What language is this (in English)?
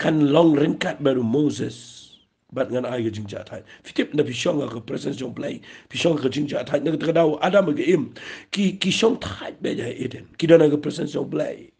Khasi